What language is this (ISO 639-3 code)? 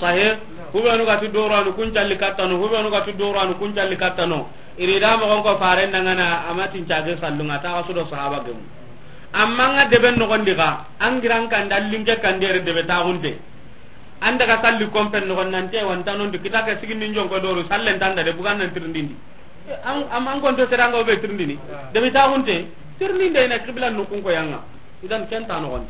snk